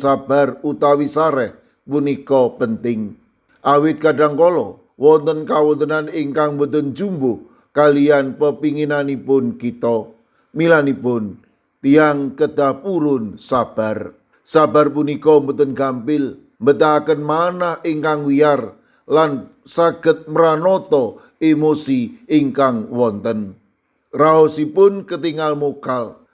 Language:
Javanese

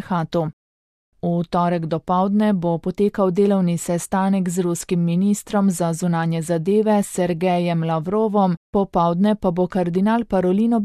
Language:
Slovenian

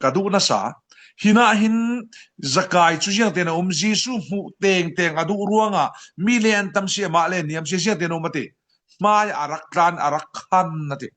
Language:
Falam Chin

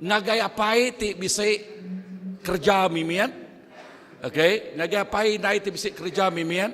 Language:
Iban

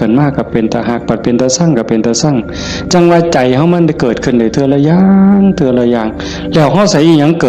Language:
Northeastern Thai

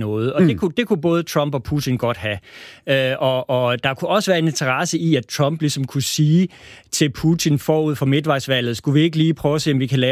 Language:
Danish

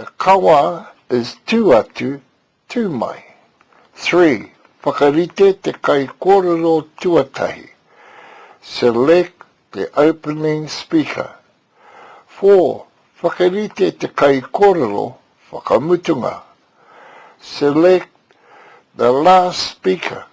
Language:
Māori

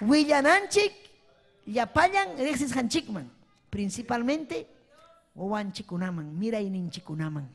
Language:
Ayacucho Quechua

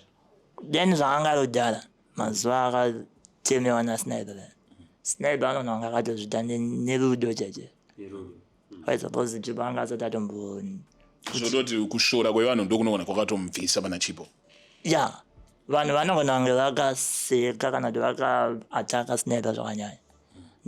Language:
Shona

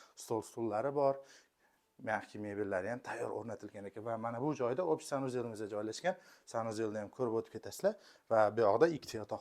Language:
Uzbek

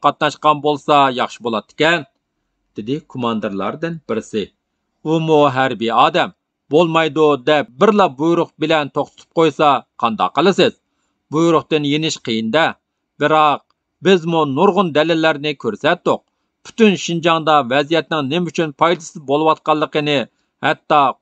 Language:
Uyghur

